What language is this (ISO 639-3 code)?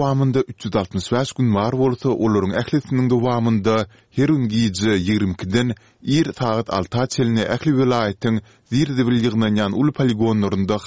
tuk